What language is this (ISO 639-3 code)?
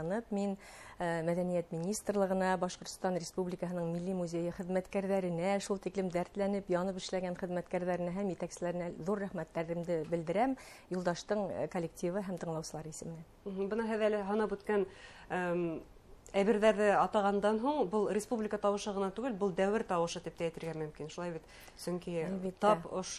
bak